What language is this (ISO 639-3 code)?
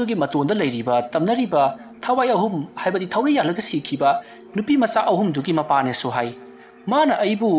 mni